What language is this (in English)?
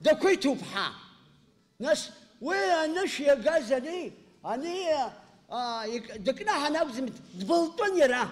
Abkhazian